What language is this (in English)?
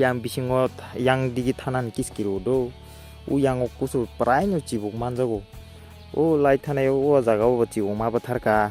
Kok Borok